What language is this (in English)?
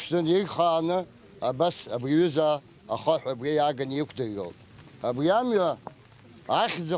Abkhazian